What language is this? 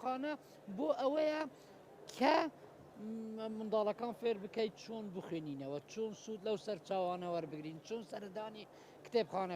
Central Kurdish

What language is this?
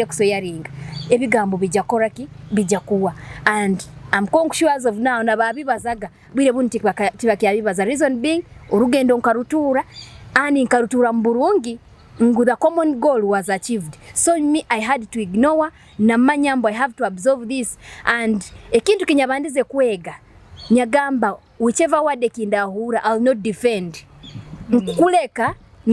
Nyoro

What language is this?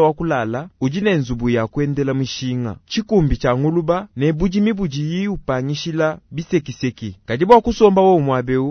Luba-Lulua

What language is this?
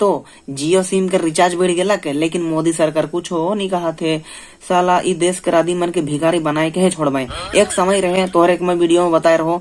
Sadri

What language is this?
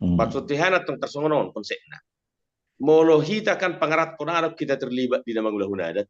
Batak Toba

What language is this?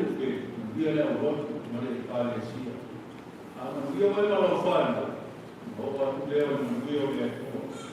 Samoan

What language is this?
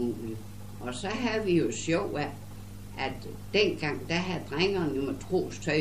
Danish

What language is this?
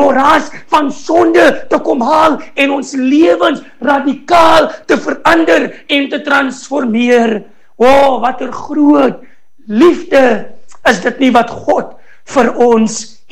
Afrikaans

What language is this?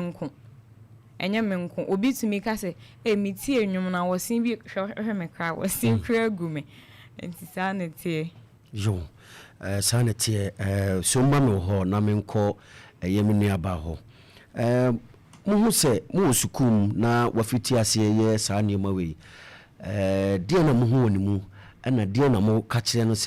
Akan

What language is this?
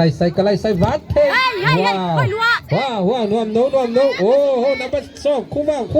Tedim Chin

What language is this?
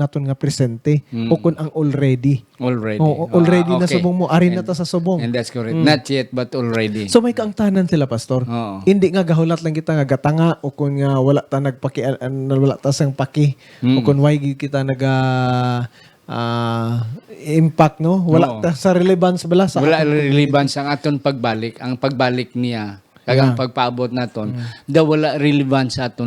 Hiligaynon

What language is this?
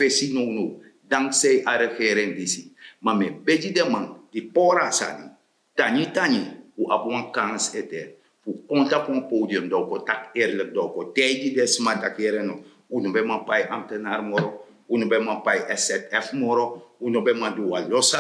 Sranan Tongo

